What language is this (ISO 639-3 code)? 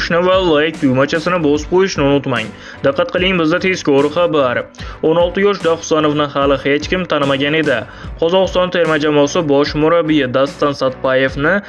uzb